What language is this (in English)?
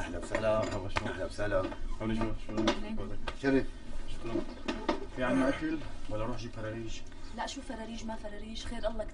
North Levantine Arabic